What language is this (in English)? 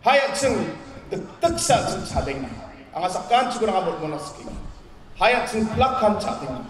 Garo